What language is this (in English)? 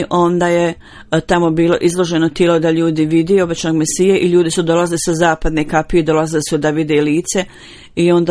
Bosnian